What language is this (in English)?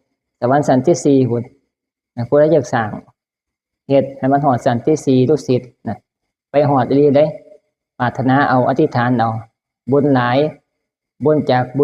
Northeastern Thai